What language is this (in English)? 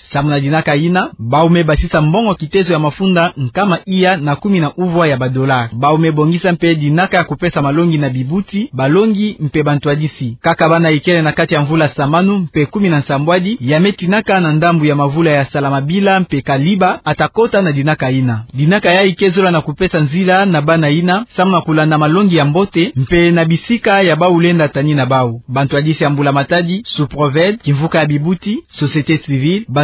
Kituba (Democratic Republic of Congo)